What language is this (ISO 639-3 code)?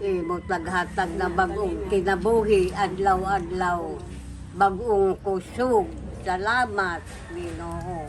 ceb